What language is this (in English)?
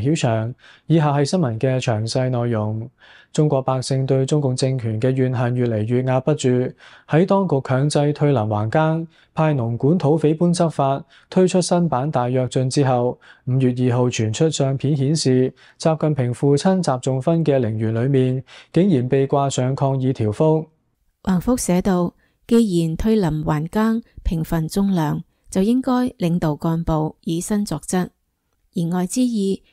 Cantonese